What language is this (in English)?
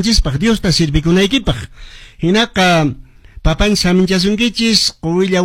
Quechua